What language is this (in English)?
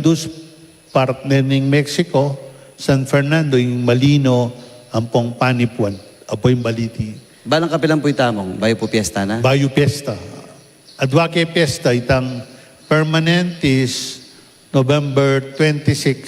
Pampanga